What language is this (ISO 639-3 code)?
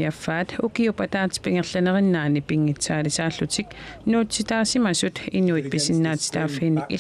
kal